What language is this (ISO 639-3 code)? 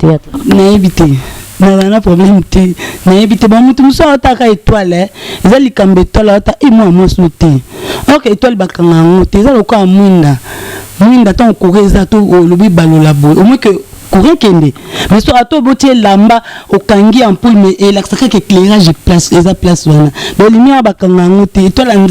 lin